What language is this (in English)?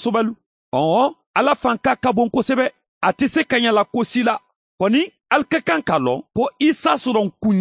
Bambara